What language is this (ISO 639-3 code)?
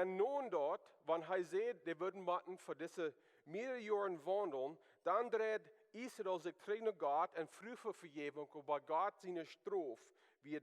pdt